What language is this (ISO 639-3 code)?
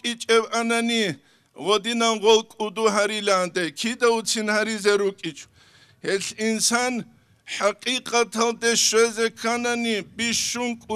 ava